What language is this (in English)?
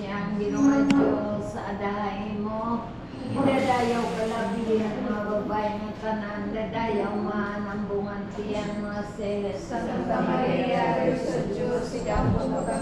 Waray